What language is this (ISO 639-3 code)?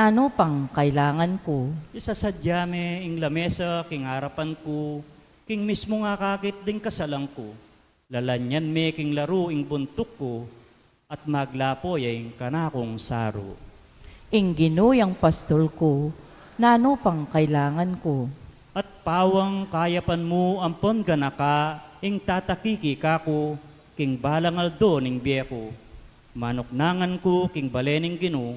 pam